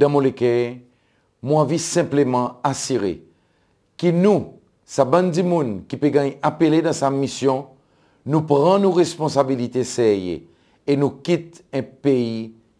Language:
Seselwa Creole French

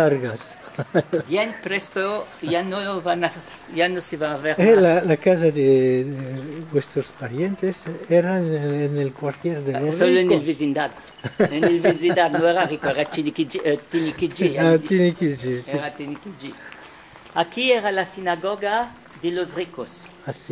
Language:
Ladino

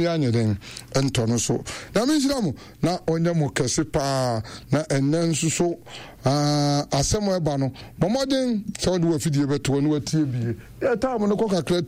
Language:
Akan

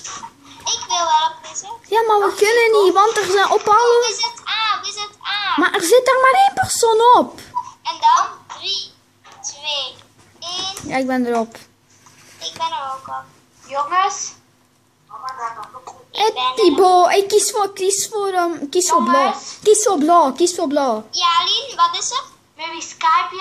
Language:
Dutch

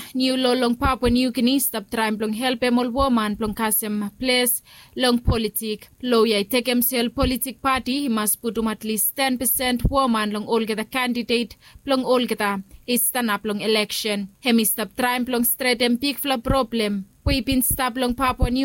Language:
Bislama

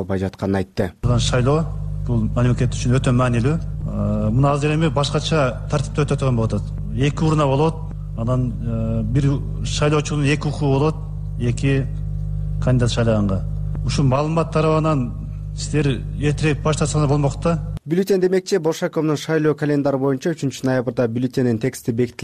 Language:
Kyrgyz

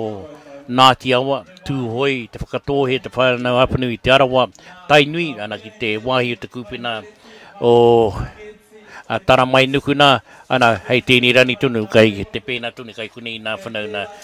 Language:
Māori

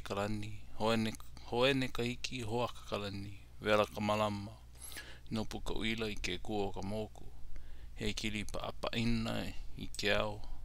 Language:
Hawaiian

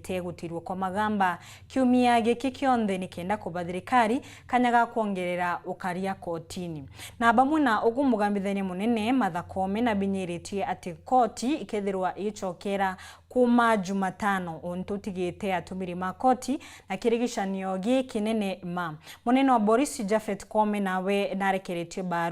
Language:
Meru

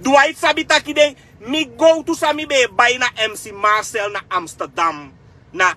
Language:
Sranan Tongo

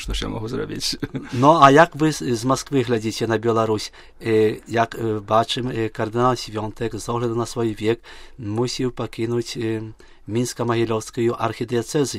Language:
Belarusian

